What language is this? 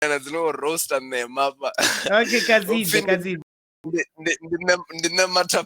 Venda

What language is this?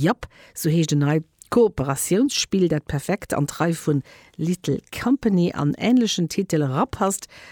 Luxembourgish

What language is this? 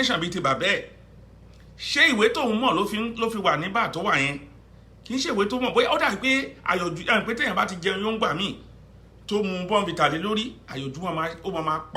Yoruba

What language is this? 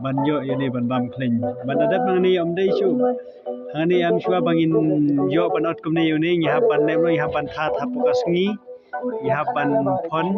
Khasi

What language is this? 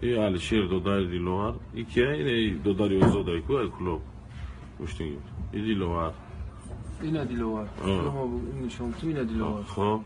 Tajik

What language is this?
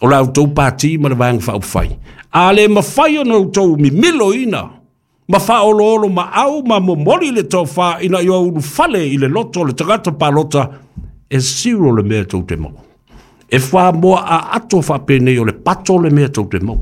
Samoan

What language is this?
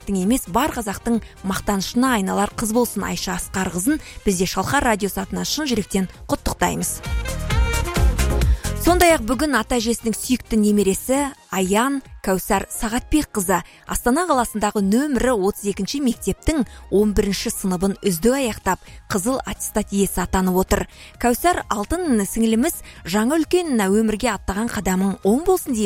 Kazakh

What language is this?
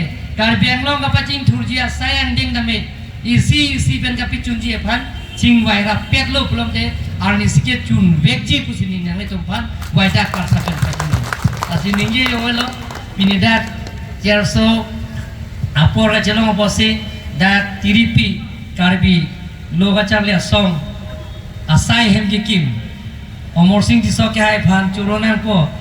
Karbi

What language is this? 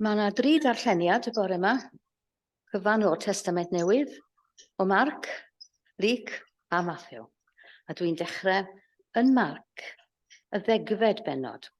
Welsh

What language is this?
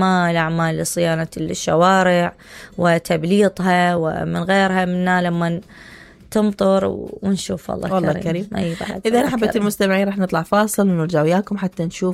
Mesopotamian Arabic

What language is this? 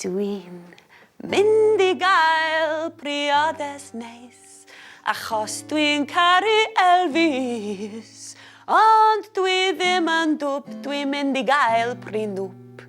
Welsh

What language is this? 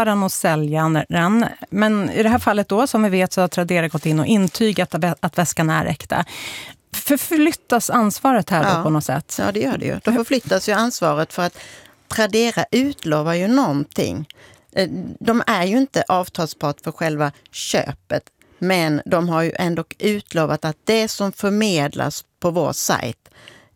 Swedish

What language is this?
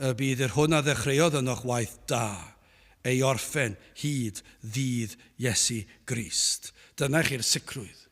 Welsh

